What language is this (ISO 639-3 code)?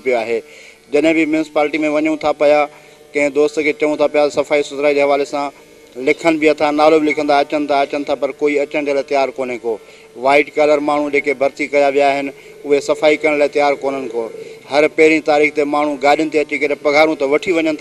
snd